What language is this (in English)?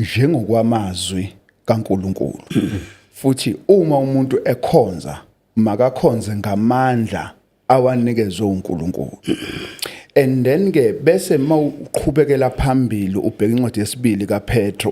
Zulu